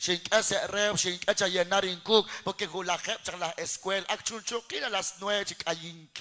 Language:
Kekchí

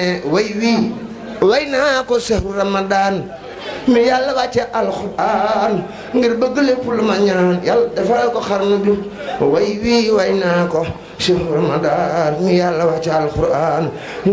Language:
Wolof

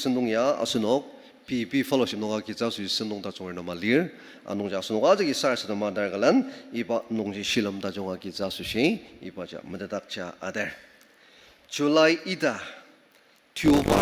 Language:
Ao Naga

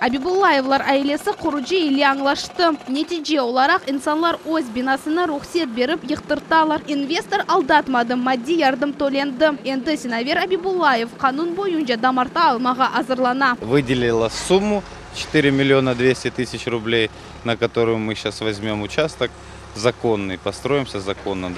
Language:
Crimean Tatar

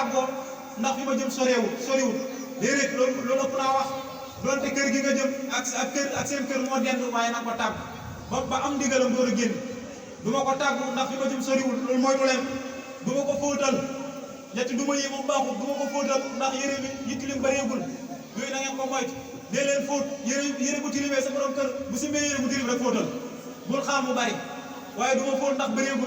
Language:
Wolof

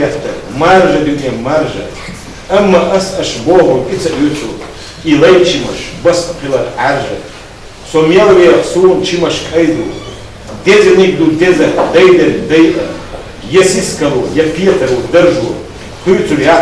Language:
Chechen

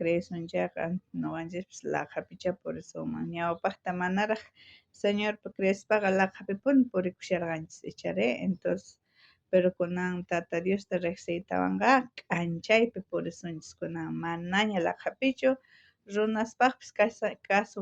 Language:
South Bolivian Quechua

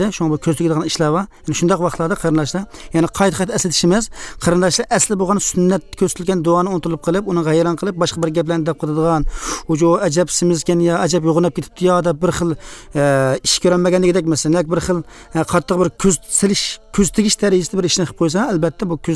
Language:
Uyghur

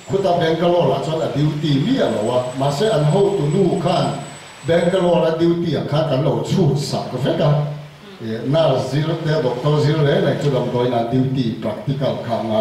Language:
Mizo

